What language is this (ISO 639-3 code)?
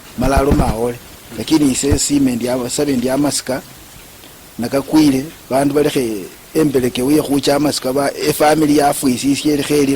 luy